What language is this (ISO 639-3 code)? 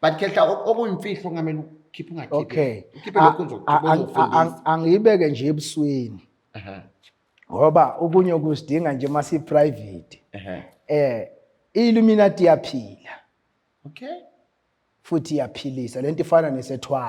zul